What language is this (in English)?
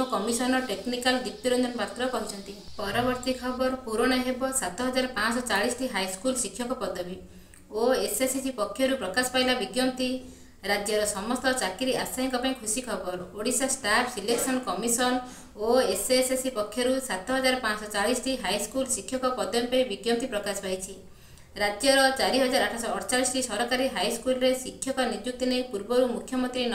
Odia